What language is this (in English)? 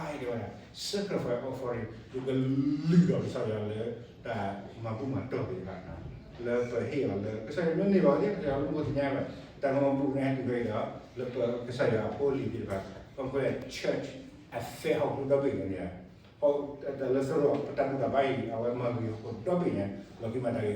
S'gaw Karen